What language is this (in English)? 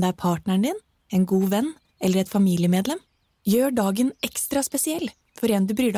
Norwegian